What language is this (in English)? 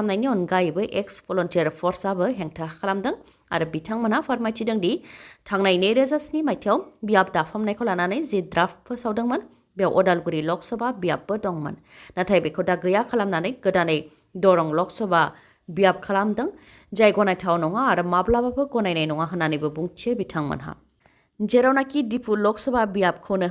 Bodo